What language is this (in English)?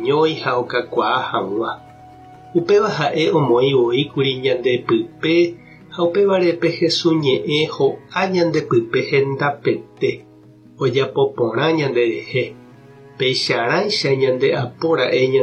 Guarani